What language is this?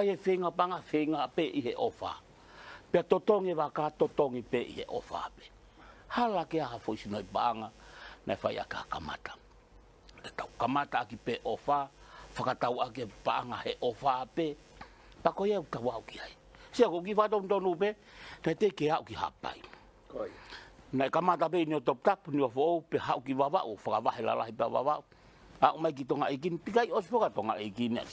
Tongan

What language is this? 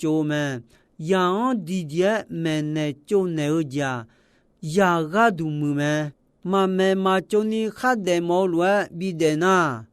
Akha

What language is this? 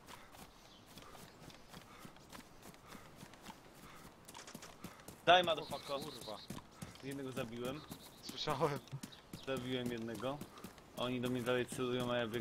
Polish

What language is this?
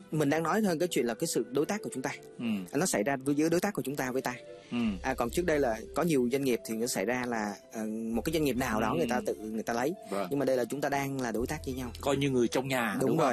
Vietnamese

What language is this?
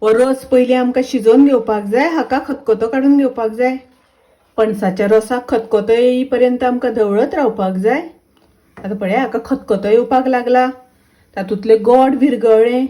Konkani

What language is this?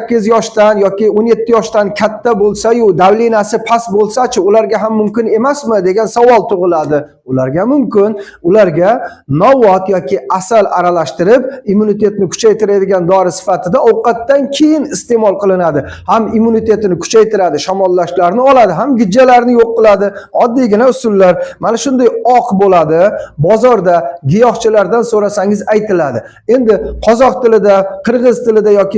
Uzbek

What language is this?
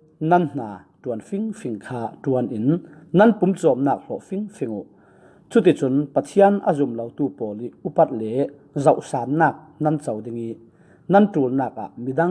Falam Chin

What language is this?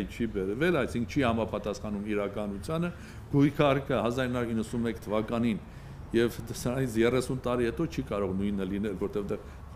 Armenian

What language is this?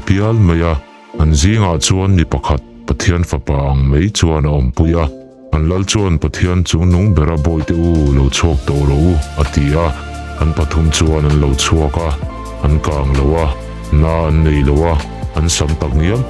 Mizo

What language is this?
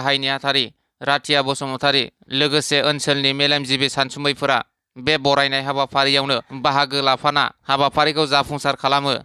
Bodo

